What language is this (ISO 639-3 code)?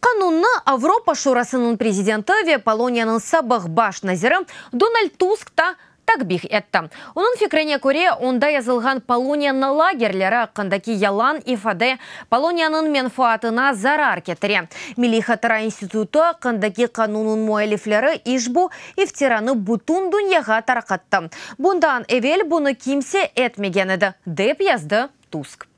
crh